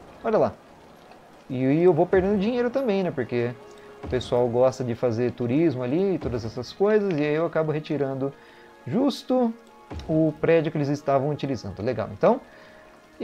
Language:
Portuguese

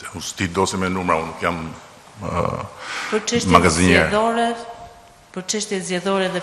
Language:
Albanian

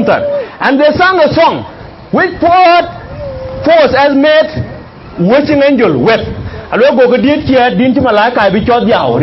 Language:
Dinka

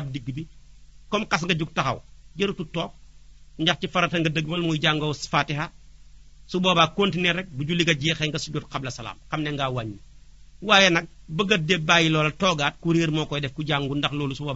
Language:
Wolof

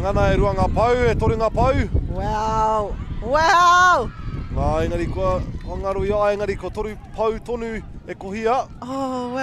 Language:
Māori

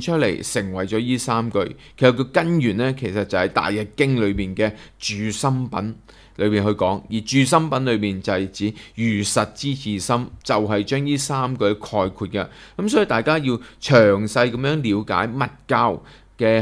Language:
Cantonese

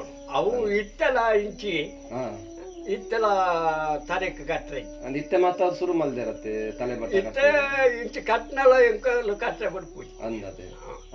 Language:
Tulu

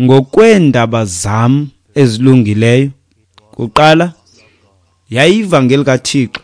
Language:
Xhosa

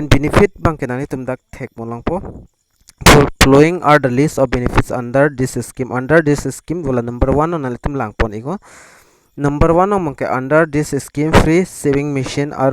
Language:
Karbi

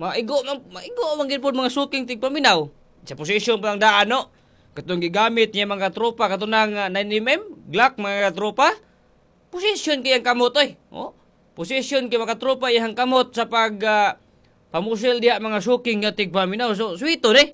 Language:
Cebuano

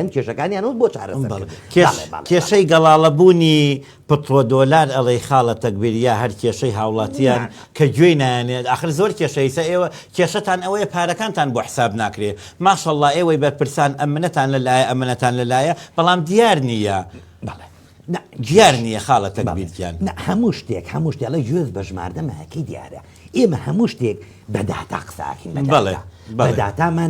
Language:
Central Kurdish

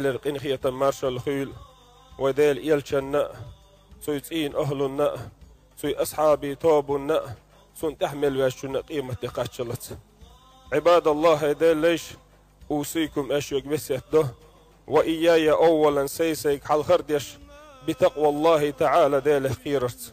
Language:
Chechen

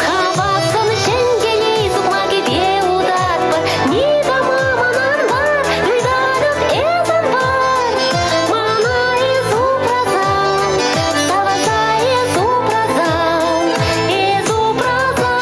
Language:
Chuvash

